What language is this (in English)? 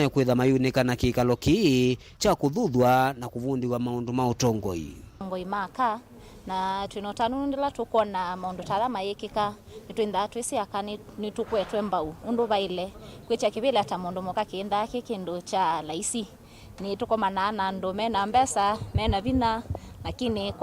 Kamba